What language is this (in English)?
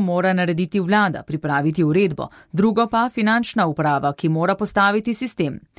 Slovenian